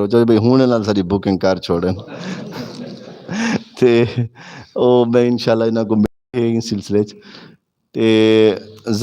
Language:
Western Panjabi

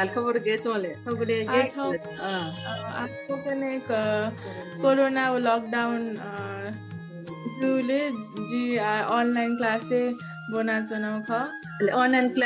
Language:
Newari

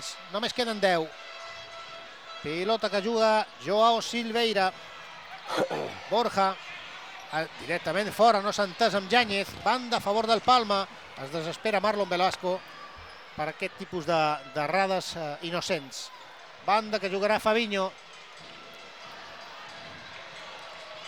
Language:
Catalan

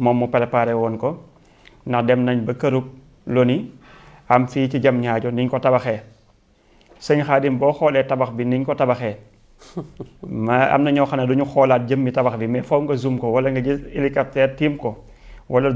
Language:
Wolof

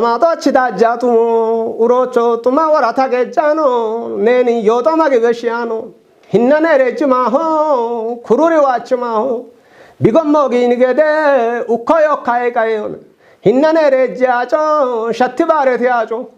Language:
Kafa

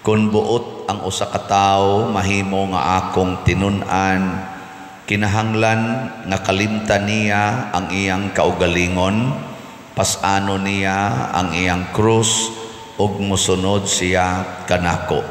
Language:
Cebuano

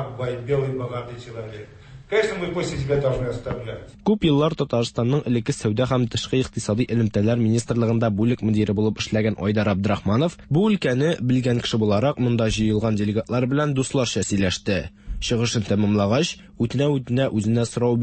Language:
Tatar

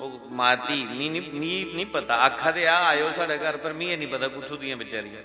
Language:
Dogri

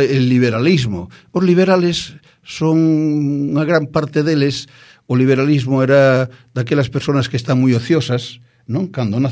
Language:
Galician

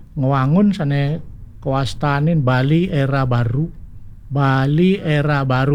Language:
Balinese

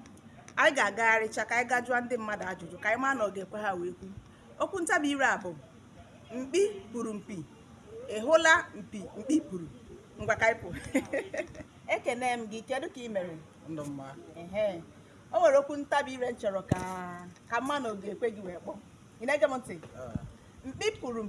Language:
Igbo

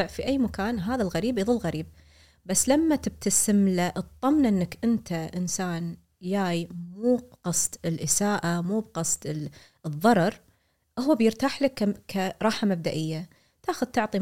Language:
Gulf Arabic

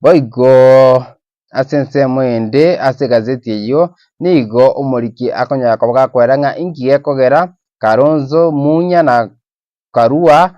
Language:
Gusii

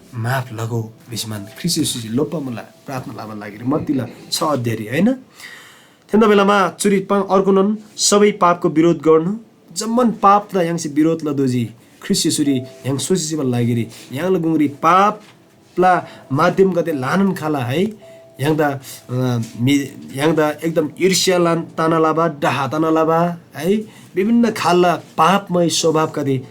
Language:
Eastern Tamang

